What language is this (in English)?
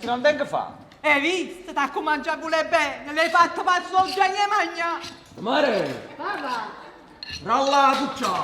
Neapolitan